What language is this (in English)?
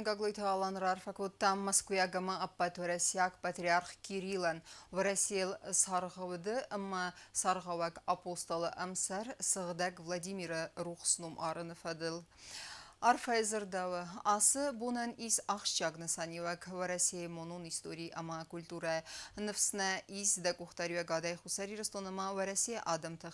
Ossetic